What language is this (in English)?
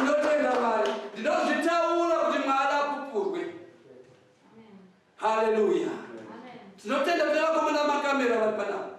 Shona